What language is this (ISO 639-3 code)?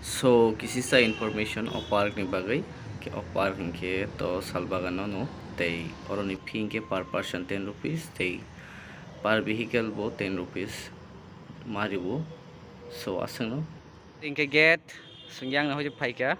trp